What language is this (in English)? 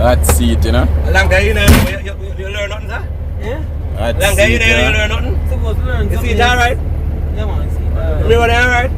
Jamaican Creole English